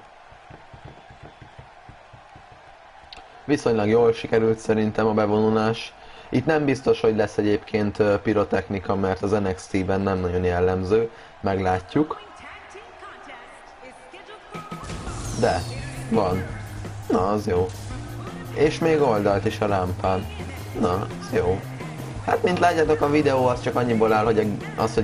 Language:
Hungarian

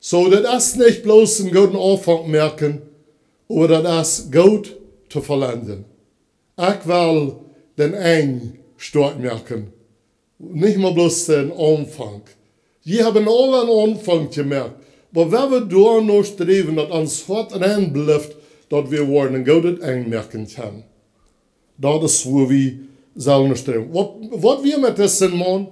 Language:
Plautdietsch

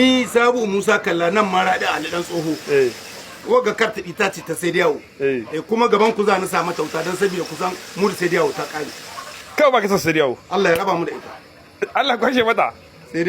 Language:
Hausa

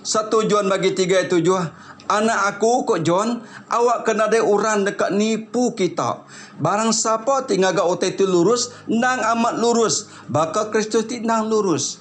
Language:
Iban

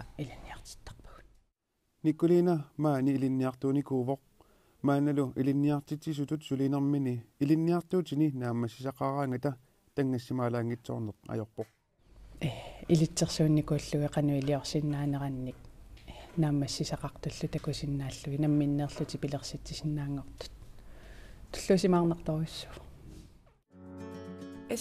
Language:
Kalaallisut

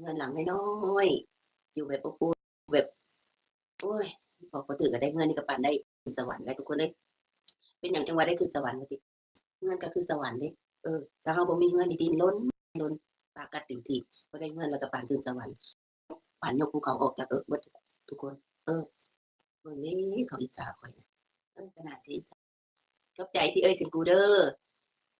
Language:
Northeastern Thai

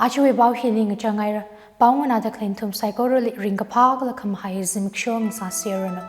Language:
Tangkhul Naga (India)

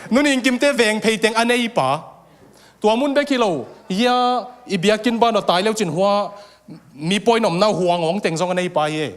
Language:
Tedim Chin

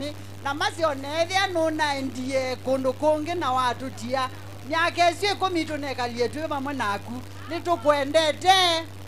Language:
Kamba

